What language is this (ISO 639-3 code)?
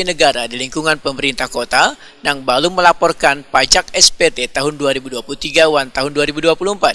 bjn